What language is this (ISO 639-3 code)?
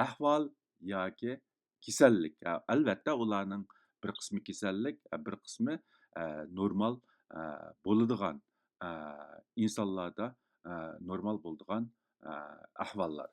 uig